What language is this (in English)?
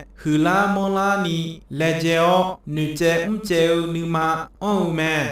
Akha